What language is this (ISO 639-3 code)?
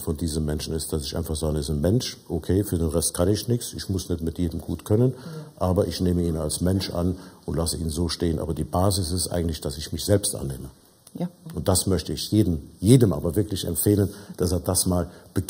deu